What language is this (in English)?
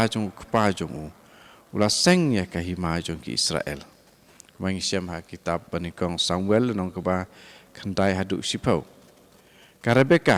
Khasi